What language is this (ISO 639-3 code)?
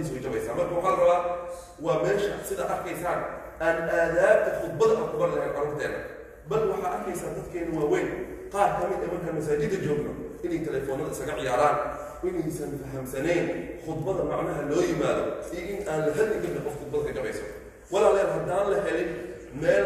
som